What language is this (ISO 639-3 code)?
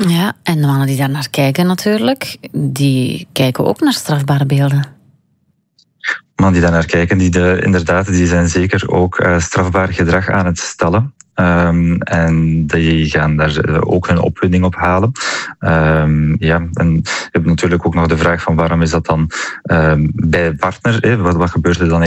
nld